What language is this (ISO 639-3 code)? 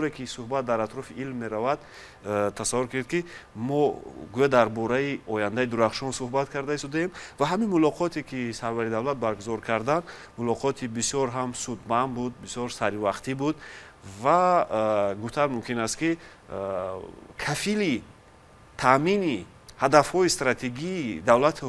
tgk